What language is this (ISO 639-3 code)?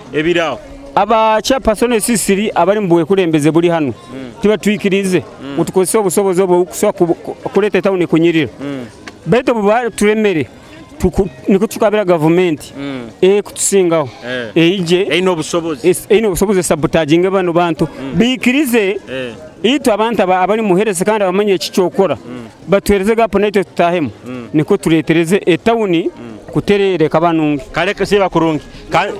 nyo